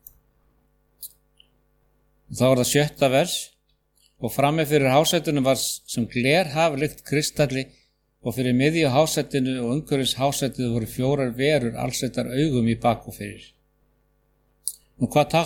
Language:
Icelandic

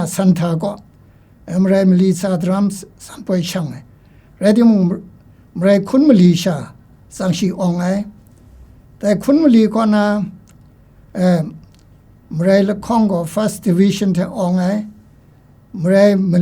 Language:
Kachin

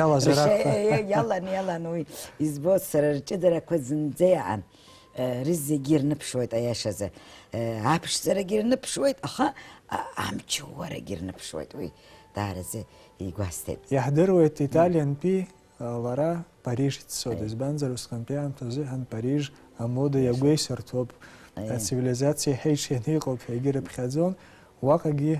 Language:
Abkhazian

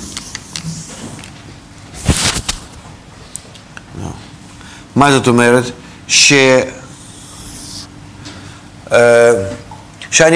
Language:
Hebrew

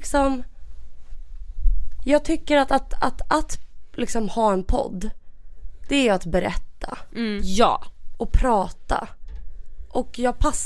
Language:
Swedish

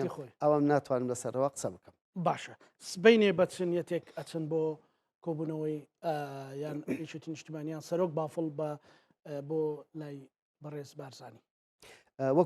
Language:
Central Kurdish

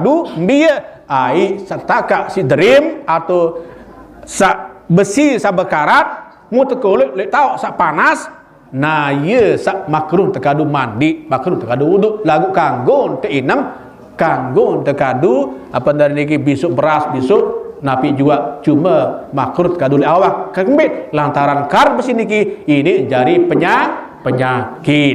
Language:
Sasak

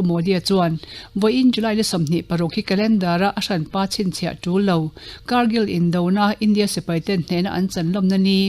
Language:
Mizo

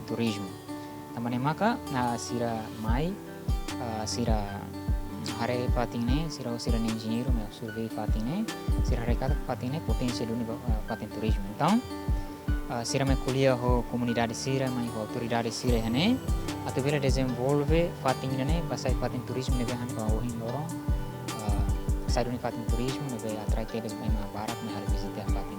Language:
Tetum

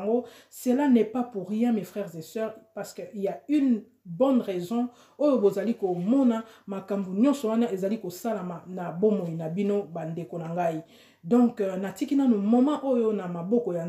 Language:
Lingala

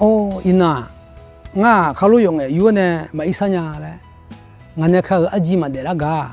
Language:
Akha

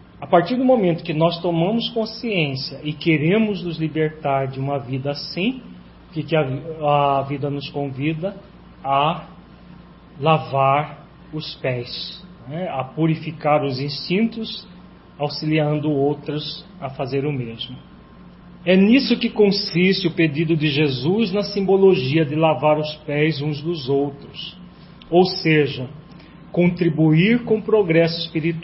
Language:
Portuguese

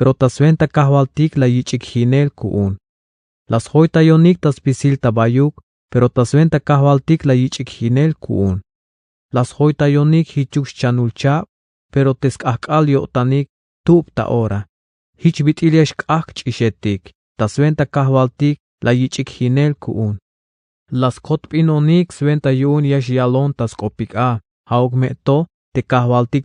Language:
Tzeltal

